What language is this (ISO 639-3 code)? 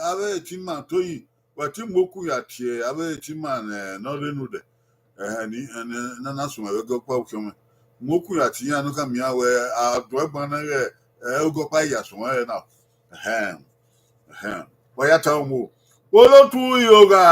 bin